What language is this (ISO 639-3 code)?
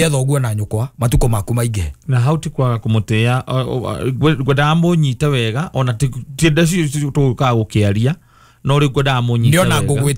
kik